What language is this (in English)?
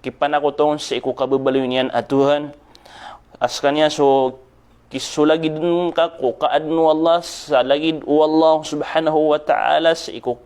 Maranao